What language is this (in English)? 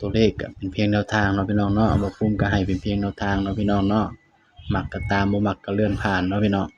Northeastern Thai